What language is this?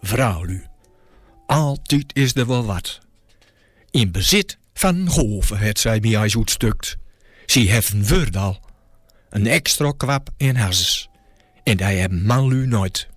Gronings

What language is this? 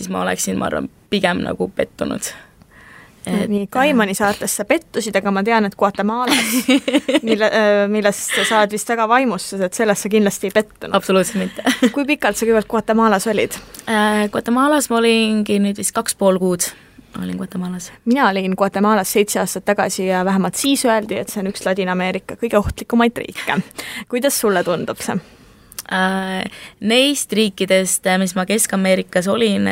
Estonian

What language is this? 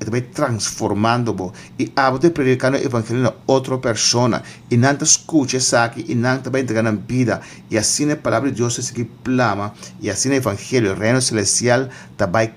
Papiamento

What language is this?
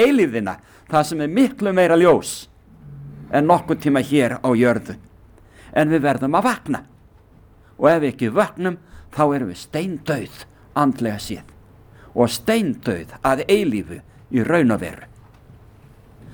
Icelandic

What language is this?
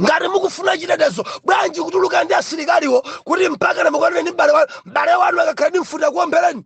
Nyanja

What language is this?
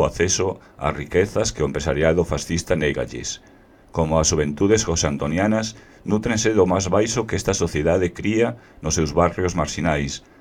Galician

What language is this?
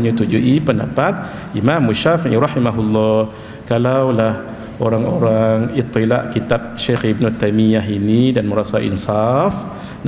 Malay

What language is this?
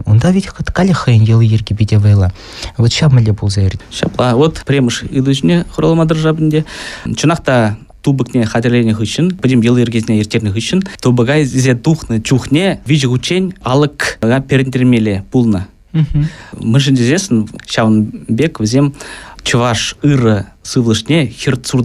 Chuvash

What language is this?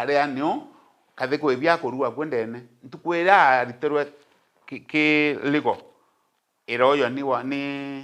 Meru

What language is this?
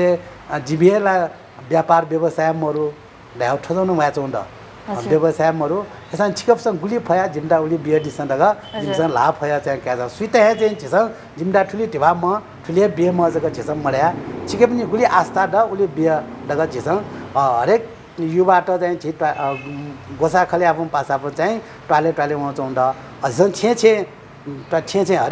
Newari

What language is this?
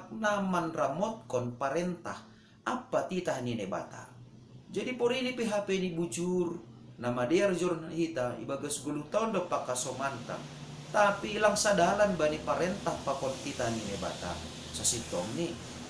Batak Simalungun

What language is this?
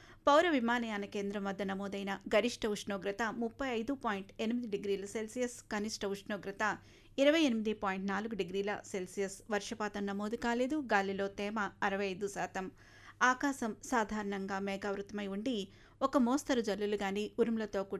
Telugu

